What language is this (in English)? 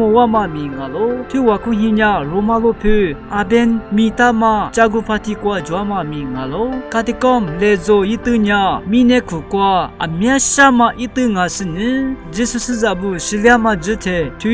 Lisu